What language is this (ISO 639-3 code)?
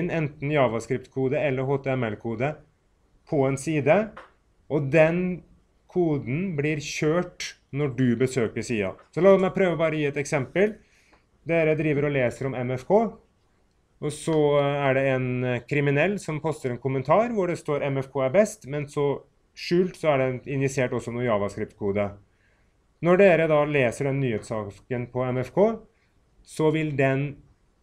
nor